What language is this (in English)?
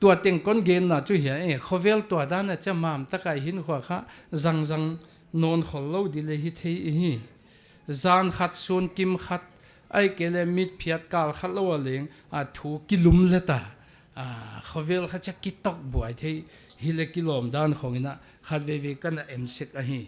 Paite Chin